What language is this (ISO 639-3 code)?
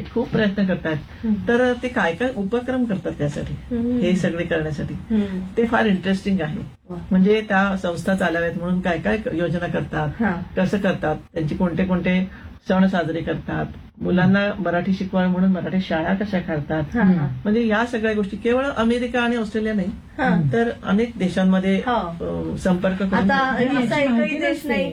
mar